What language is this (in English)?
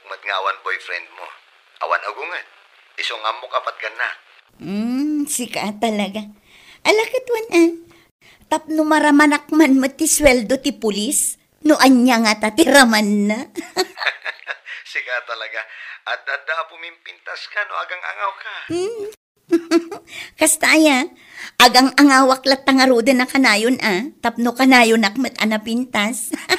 Iloko